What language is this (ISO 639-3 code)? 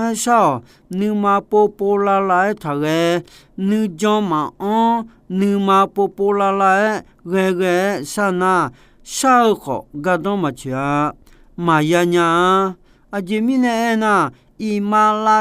ahk